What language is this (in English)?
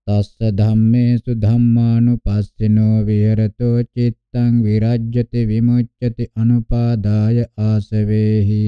Pali